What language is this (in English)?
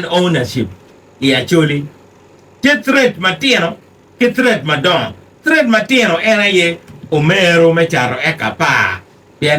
Acoli